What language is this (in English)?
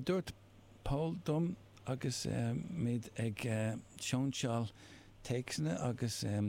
Irish